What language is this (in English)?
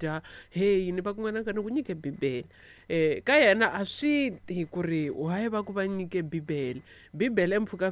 Tsonga